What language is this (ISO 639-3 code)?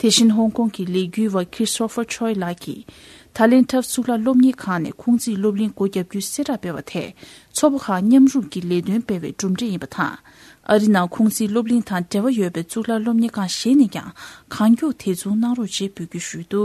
bod